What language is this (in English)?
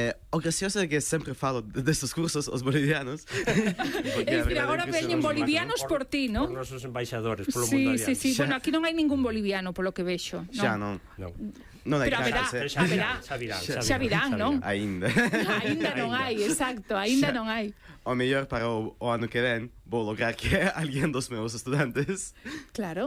Galician